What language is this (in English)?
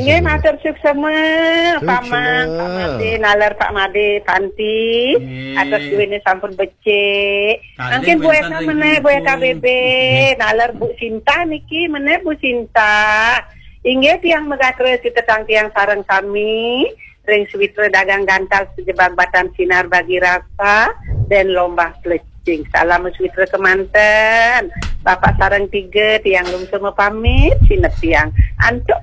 Balinese